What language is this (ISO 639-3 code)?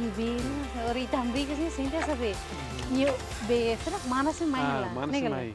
tet